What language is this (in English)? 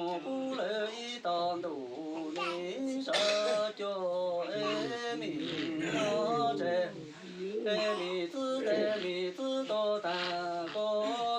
Hmong